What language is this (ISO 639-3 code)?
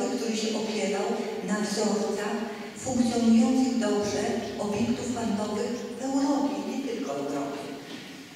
pol